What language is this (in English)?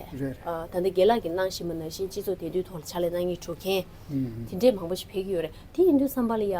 Tibetan